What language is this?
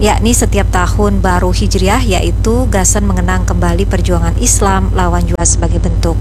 Banjar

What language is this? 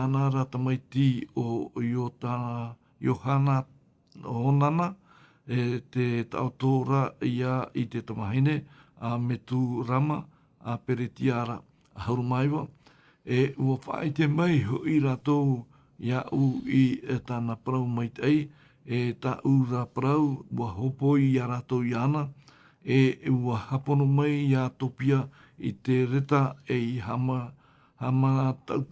Tahitian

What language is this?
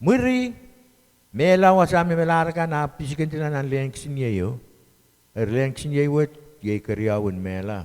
Pohnpeian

